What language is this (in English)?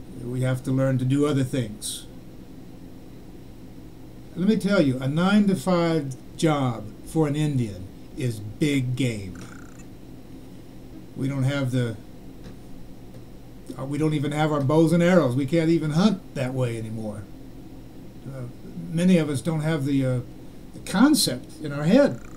English